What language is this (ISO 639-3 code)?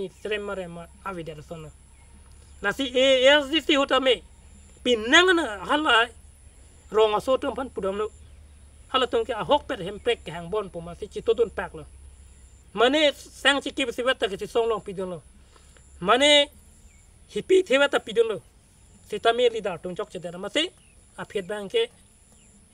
mjw